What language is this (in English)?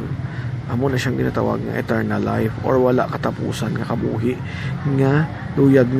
Hiligaynon